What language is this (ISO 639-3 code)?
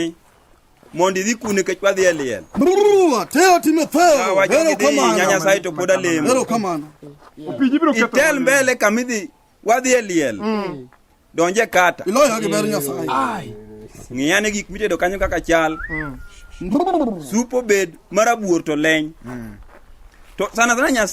luo